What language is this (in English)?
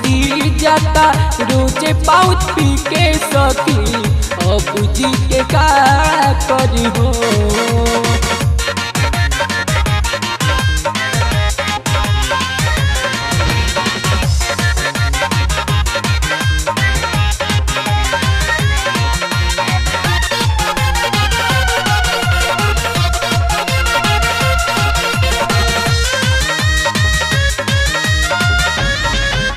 Bhojpuri